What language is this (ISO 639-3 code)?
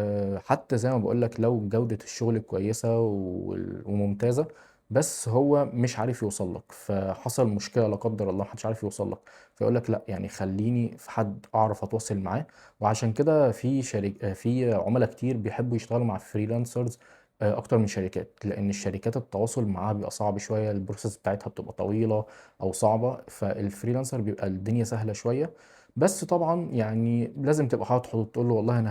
arz